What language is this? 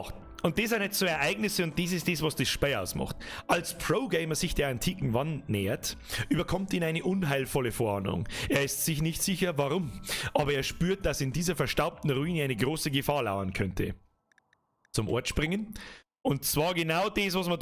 Bavarian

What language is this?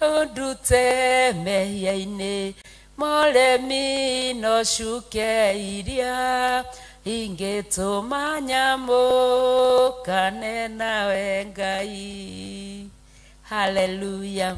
Kikuyu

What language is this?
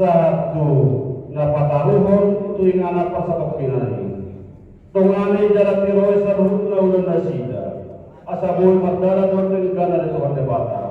Batak Toba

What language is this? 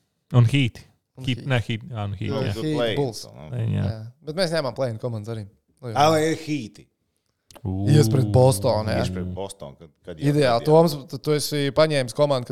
Latvian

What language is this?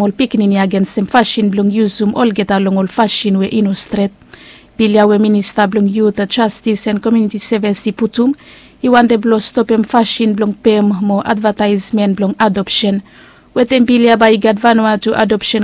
Bislama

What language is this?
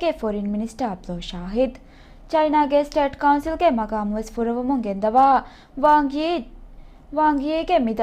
Divehi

